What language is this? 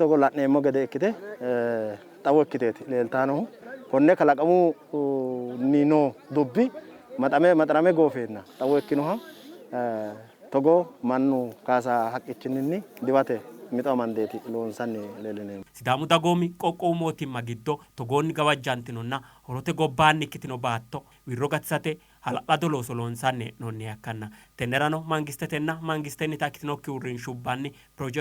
Sidamo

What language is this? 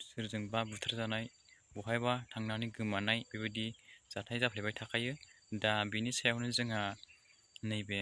Bodo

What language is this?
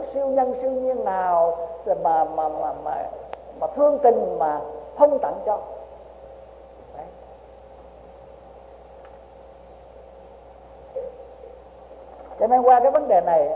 Vietnamese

